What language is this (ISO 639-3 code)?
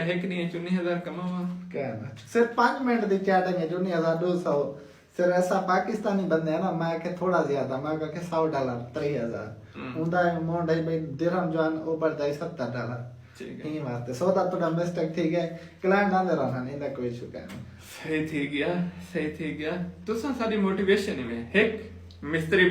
skr